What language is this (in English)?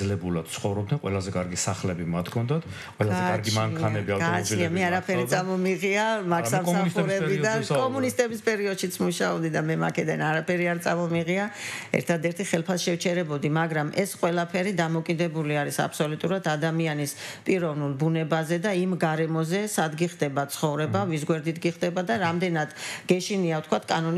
Georgian